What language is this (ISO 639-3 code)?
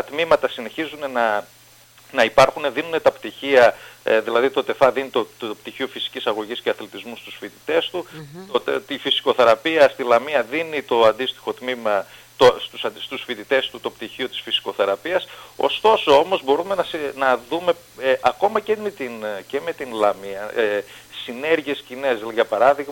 ell